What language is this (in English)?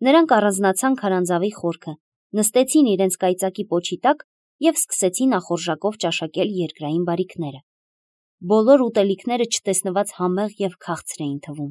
Armenian